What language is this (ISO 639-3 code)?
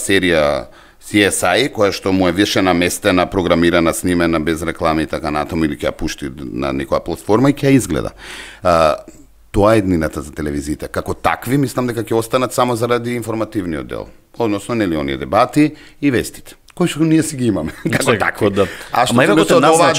mkd